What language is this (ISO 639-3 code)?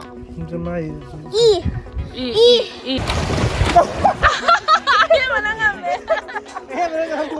mni